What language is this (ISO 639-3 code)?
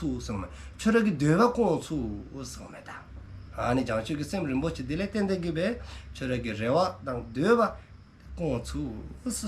dzo